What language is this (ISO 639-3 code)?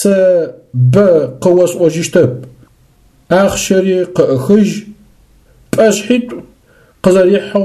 ady